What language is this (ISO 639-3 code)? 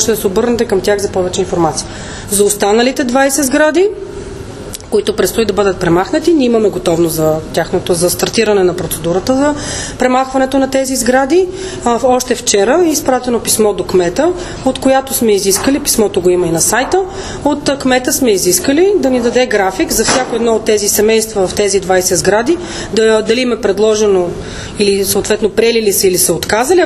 bul